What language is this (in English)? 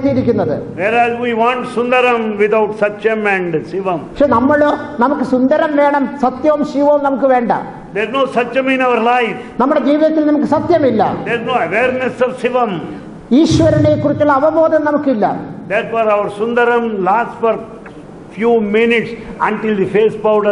Malayalam